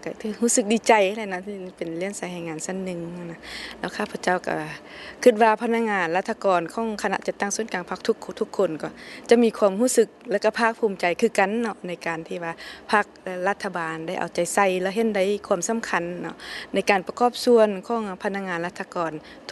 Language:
Lao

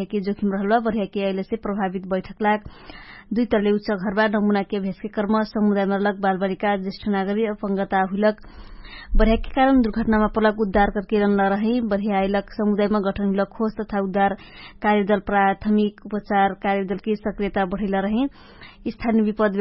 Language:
Dangaura Tharu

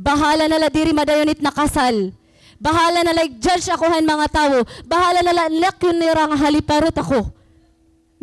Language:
Waray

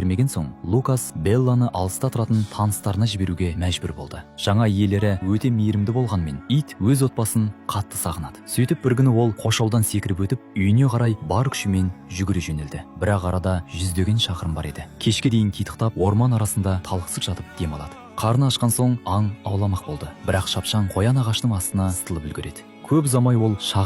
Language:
Kazakh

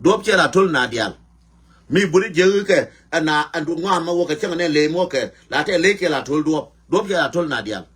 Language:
Nuer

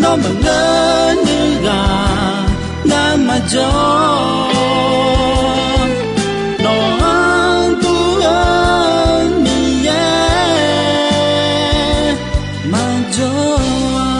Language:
Akha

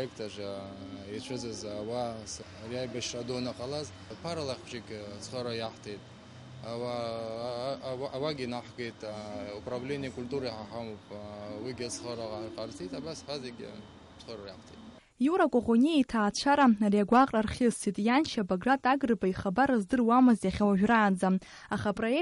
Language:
Abkhazian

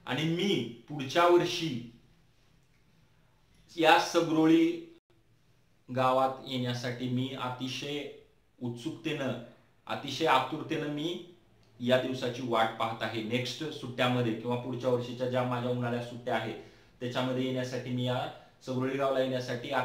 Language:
Marathi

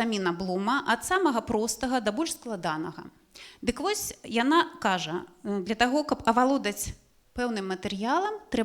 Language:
Belarusian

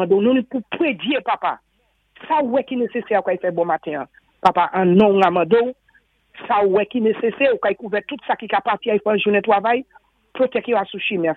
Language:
Saint Lucian Creole French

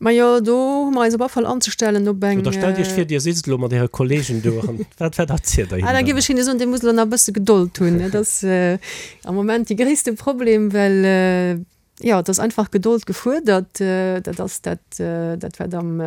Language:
Luxembourgish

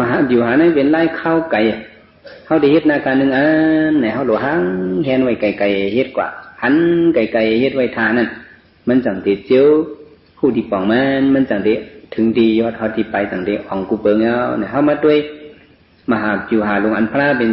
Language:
Shan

